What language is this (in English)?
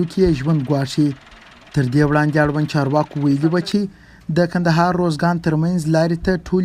Pashto